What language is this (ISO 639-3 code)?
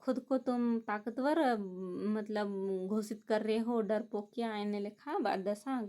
kru